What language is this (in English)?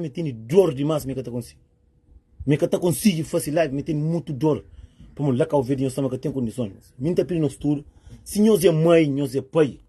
Kabuverdianu